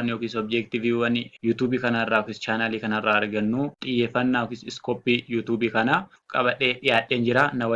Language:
Oromo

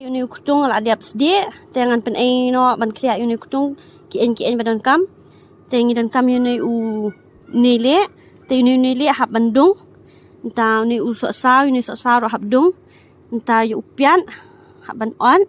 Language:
Khasi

